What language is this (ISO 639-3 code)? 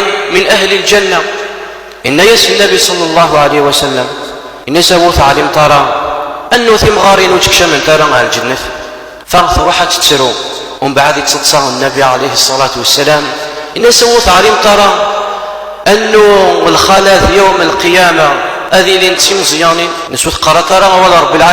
kab